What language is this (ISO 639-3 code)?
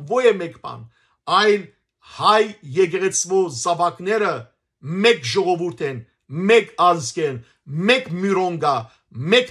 hyw